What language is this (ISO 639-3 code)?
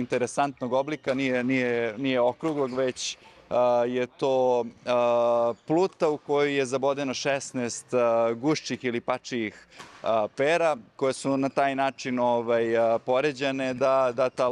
srp